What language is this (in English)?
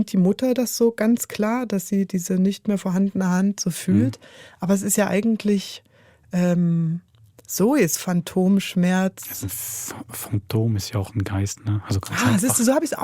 Swiss German